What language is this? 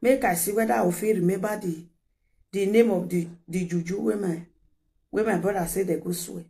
Nigerian Pidgin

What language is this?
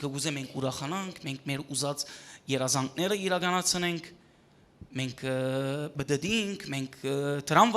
Western Armenian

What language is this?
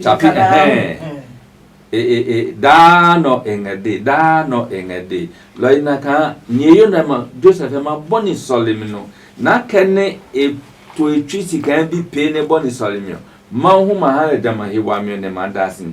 Adangme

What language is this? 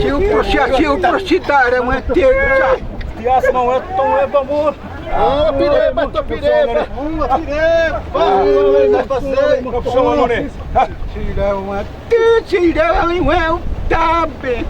Xavánte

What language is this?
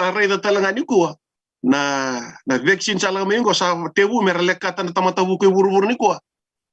Fijian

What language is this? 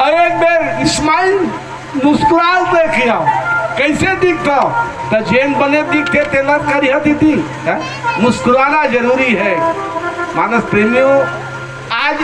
Chhattisgarhi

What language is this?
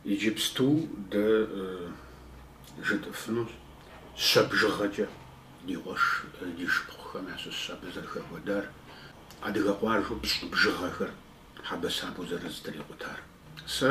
Kabardian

